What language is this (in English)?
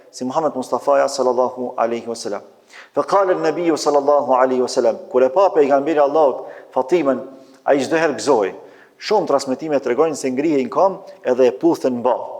Albanian